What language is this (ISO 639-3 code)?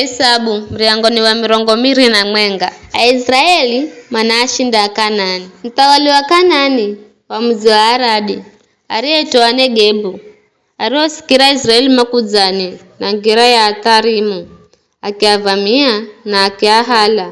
nyf